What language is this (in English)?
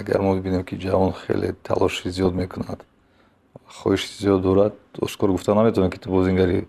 Tajik